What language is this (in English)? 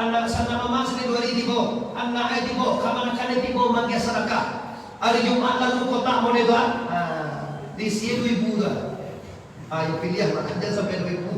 Minangkabau